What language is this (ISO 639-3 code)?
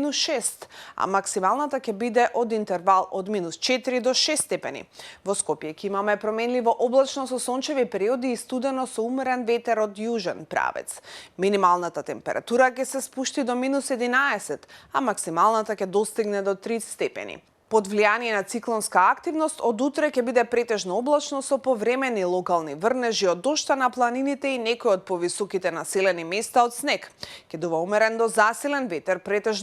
mkd